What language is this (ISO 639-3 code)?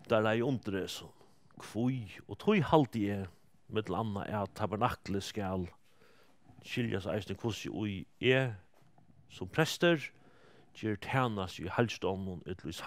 fao